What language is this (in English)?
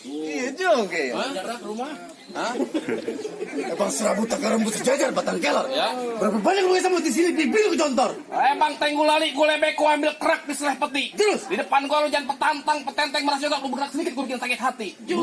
Betawi